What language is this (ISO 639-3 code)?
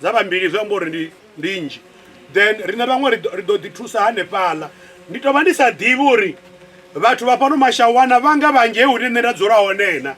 ven